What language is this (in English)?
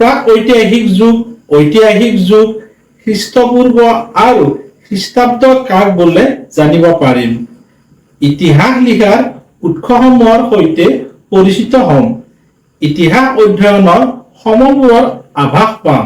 Assamese